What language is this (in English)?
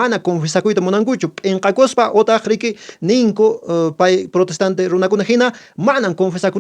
Quechua